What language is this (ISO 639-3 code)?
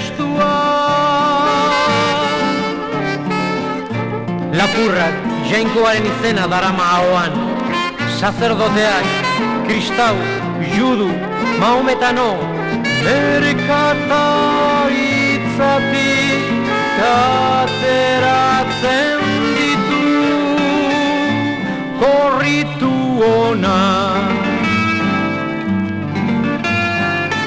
eus